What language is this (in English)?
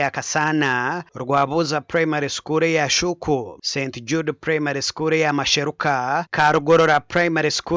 Nyankole